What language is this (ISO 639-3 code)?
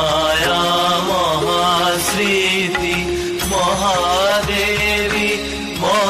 ben